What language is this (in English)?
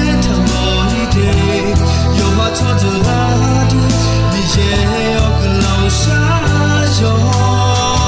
Akha